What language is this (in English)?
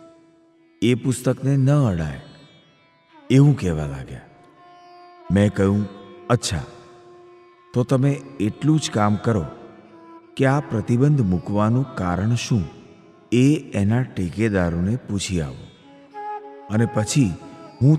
Gujarati